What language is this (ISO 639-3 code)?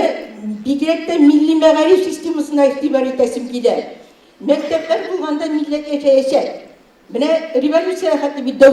tat